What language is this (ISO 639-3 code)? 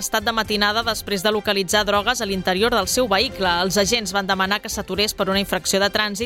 cat